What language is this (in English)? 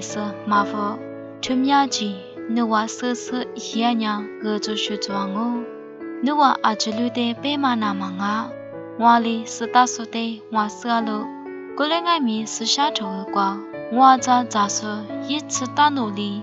Lisu